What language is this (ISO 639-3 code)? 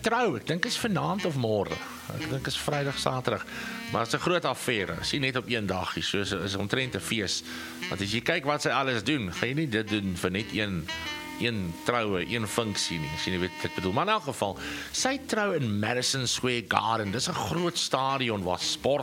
afr